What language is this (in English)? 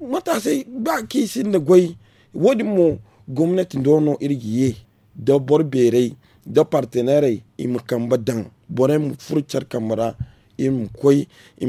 Zarma